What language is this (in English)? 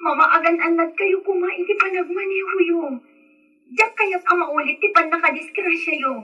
Iloko